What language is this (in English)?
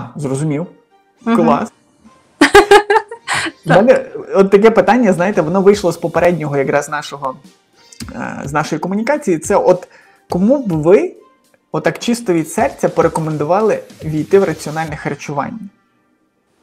Ukrainian